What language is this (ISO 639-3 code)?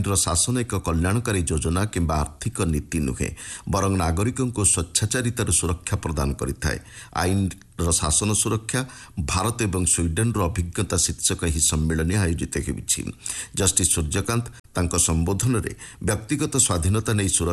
ori